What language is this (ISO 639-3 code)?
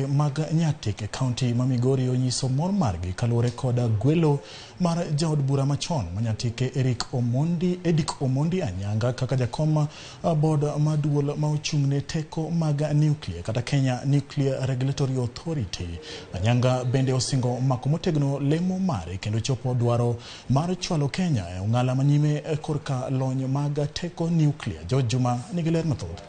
luo